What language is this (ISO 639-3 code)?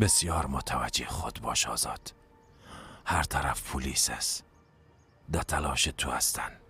fas